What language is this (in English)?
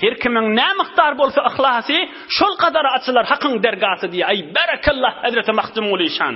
Turkmen